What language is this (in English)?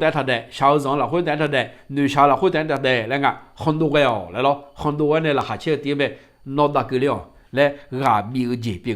Akha